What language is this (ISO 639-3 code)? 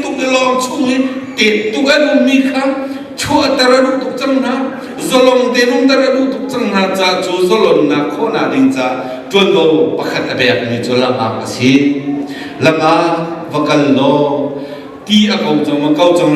cnh